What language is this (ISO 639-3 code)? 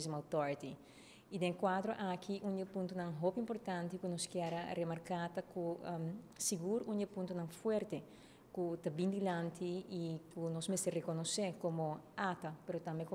pap